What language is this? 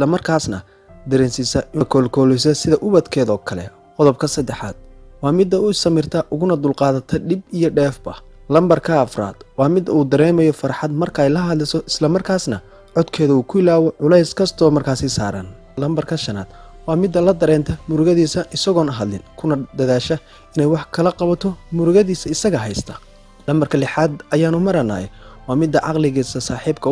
Somali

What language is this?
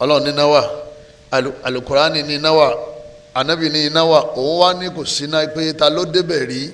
Yoruba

